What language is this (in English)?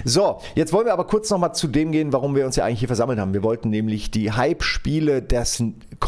German